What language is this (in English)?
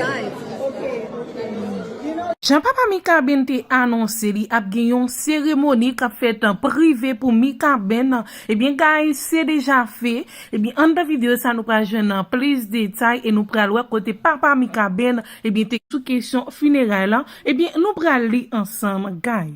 Haitian Creole